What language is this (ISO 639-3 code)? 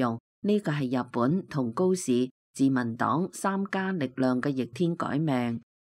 yue